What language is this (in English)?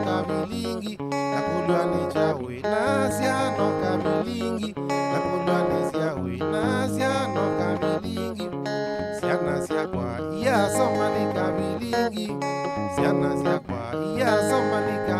Kamba